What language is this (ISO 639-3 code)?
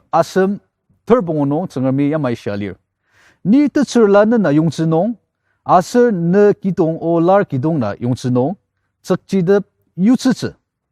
njo